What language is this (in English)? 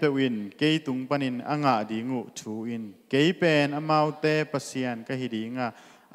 Tedim Chin